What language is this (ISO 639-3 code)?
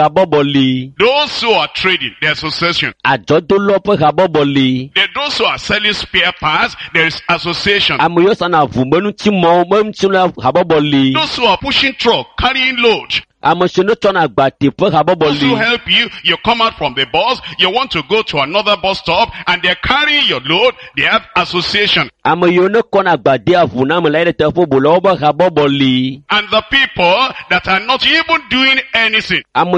ewe